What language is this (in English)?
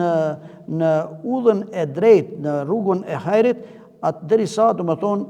Albanian